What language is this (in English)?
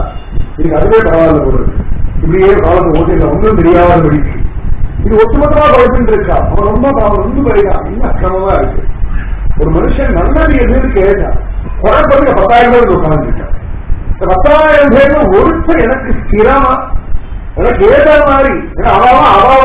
Tamil